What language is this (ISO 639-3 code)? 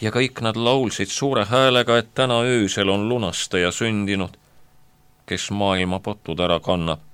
est